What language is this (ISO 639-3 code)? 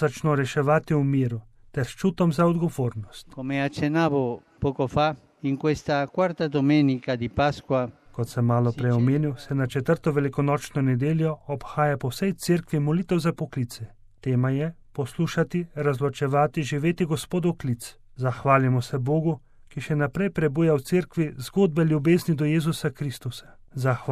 slv